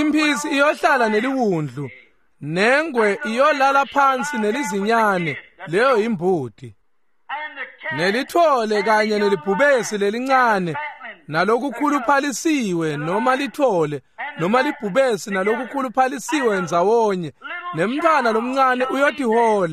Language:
Swati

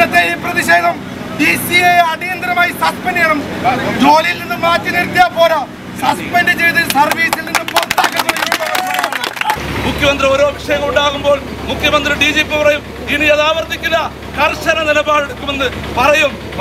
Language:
Malayalam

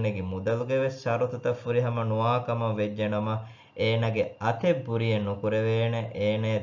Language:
Divehi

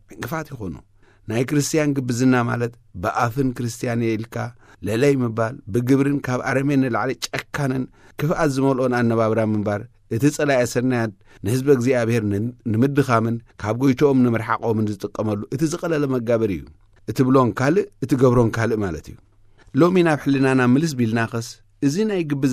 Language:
Tigrinya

